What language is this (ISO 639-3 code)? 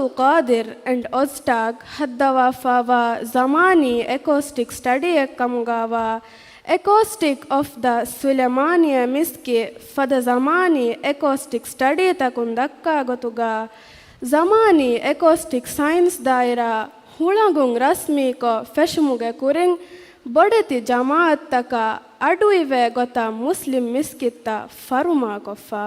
div